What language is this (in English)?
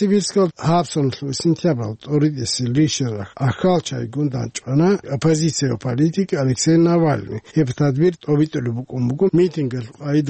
Avaric